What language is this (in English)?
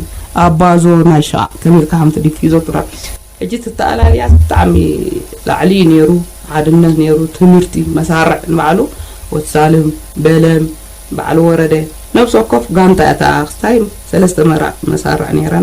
Tigrinya